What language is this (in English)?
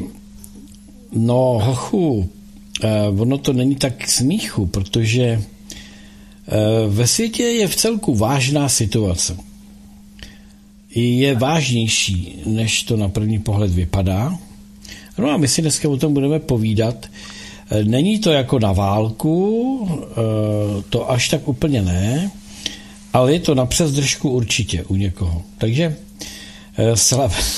Czech